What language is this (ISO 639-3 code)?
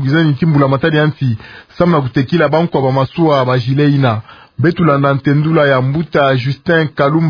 ktu